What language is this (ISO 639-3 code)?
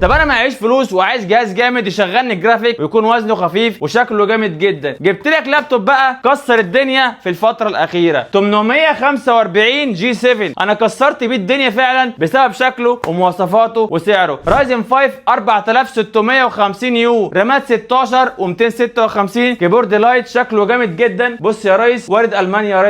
arz